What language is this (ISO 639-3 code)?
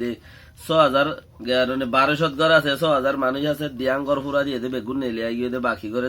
rhg